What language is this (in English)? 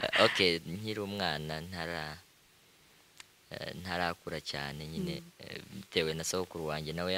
Kinyarwanda